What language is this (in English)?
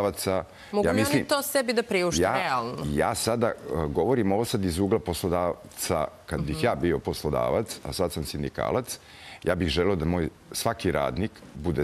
Serbian